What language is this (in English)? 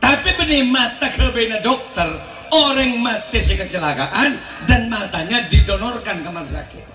Madurese